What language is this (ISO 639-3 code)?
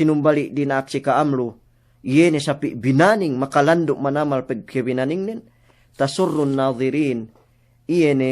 yka